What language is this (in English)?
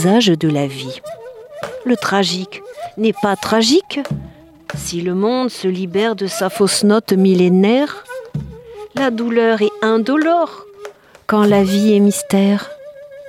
French